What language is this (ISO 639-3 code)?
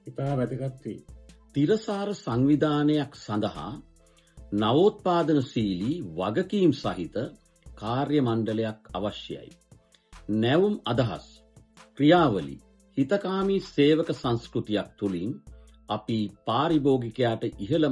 sin